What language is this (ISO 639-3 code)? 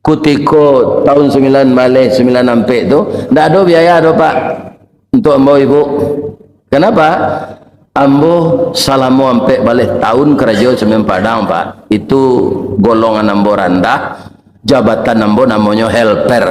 min